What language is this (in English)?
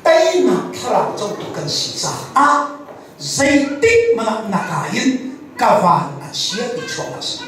Hakha Chin